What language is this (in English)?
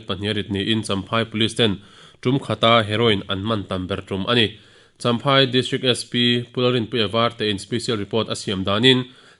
Mizo